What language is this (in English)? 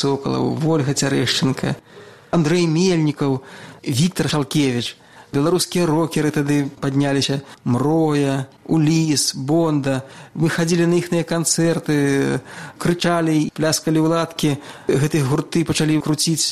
Belarusian